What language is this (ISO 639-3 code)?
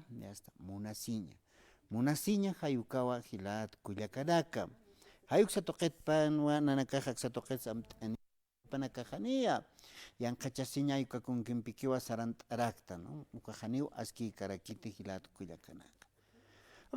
aym